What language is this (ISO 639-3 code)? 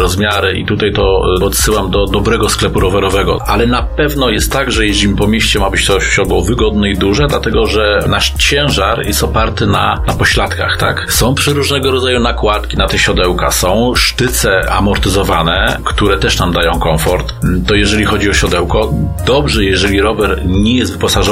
pol